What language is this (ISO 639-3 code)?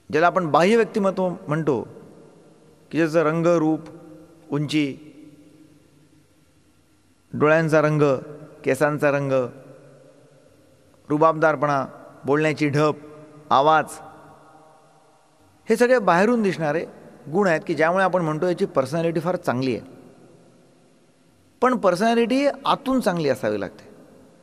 mar